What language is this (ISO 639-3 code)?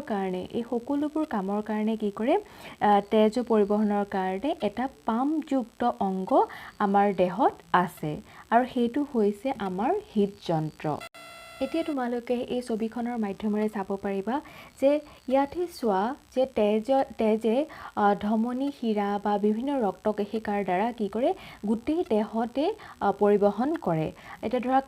asm